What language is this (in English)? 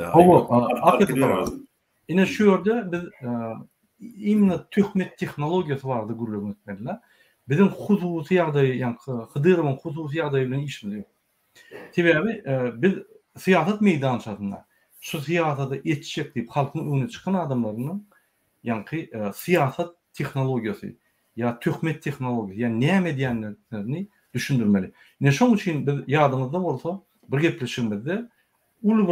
Turkmen